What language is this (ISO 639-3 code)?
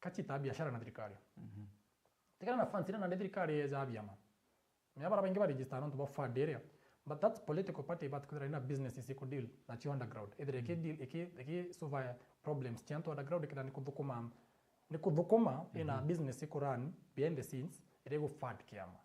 mer